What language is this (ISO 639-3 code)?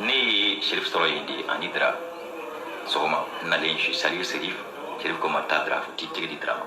bam